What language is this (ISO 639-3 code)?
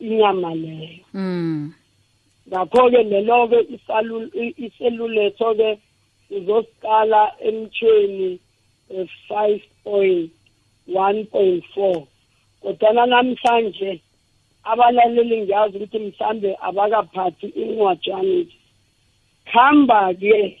nbl